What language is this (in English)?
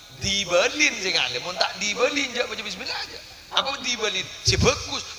Madurese